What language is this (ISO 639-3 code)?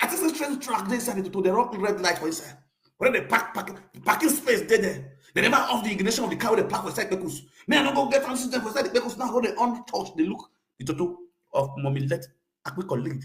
pcm